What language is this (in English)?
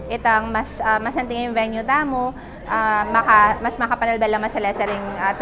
Pampanga